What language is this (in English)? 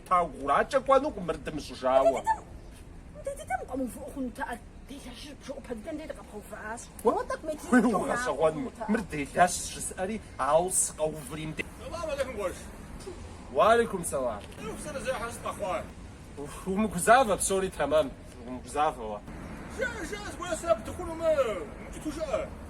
Kabardian